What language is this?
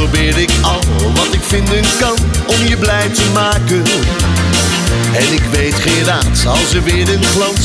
Dutch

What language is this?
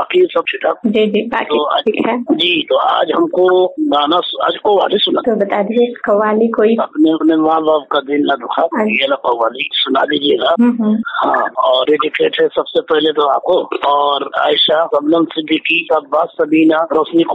Hindi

